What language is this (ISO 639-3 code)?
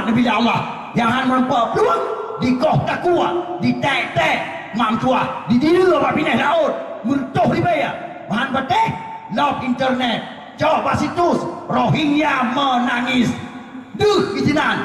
ace